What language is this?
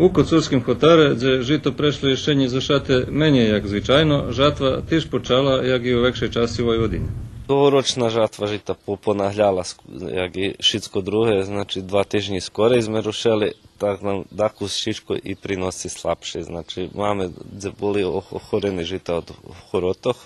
Rusyn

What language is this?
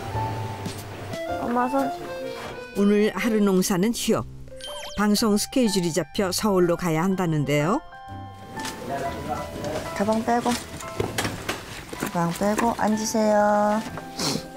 Korean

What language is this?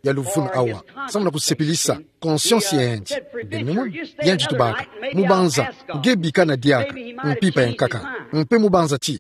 Kituba (Democratic Republic of Congo)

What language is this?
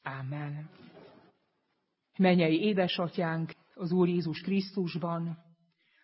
Hungarian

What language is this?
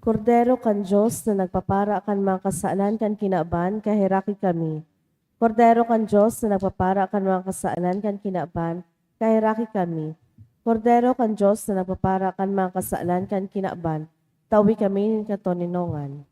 Bikol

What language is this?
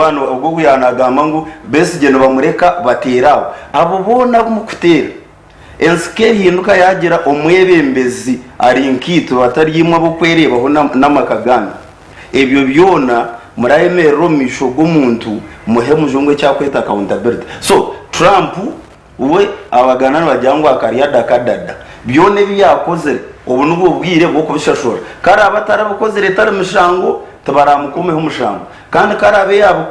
Nyankole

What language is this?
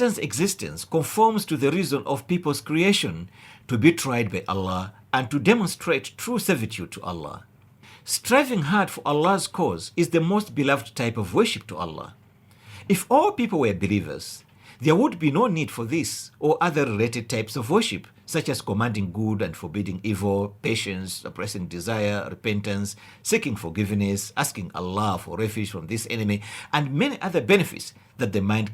English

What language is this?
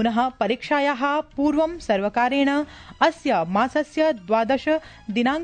Sanskrit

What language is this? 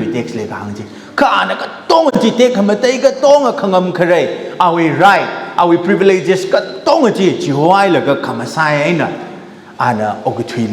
Tangkhul Naga (India)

